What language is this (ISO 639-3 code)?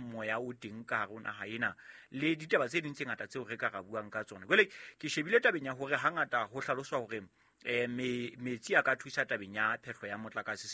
sot